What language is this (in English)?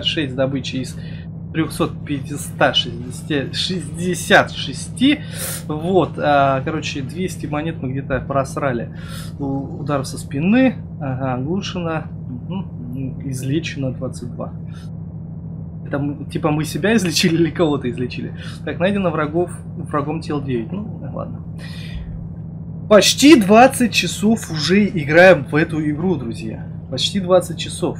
Russian